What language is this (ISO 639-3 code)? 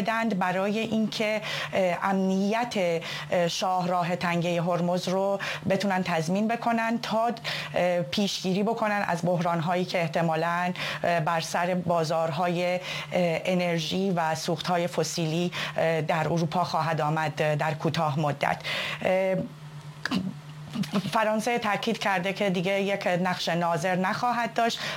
fas